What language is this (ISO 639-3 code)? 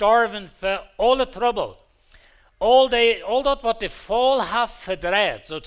pdt